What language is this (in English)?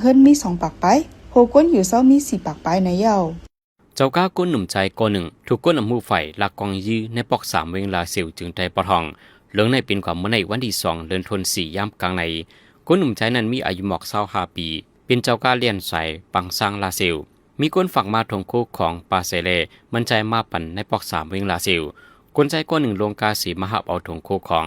Shan